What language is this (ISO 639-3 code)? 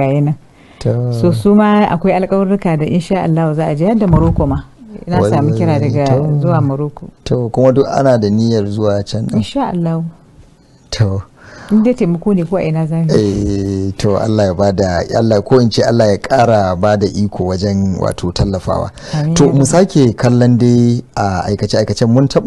hau